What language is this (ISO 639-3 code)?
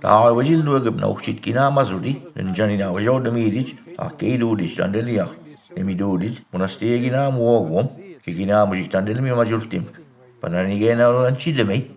mic